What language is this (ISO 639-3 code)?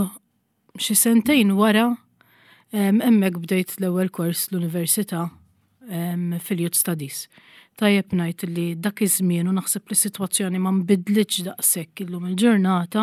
mlt